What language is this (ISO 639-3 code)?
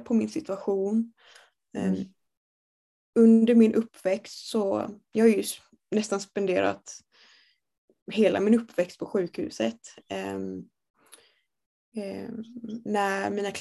swe